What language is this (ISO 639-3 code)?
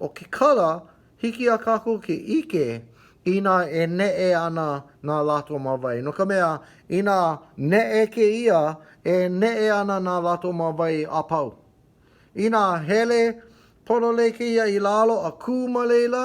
haw